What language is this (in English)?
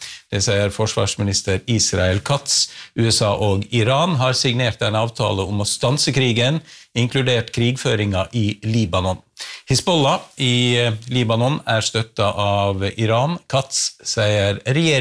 Norwegian